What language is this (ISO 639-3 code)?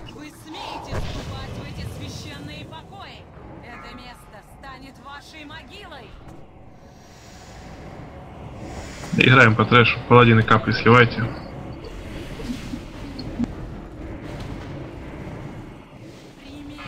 rus